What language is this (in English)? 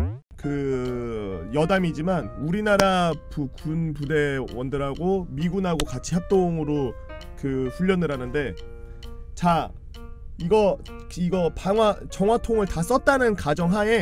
Korean